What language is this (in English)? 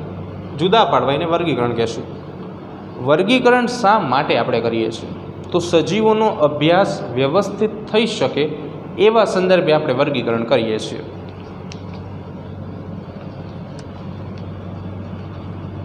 Gujarati